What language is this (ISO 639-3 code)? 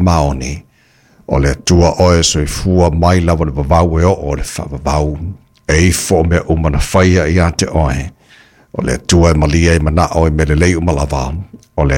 smo